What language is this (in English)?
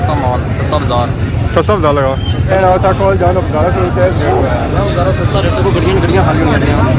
Pahari-Potwari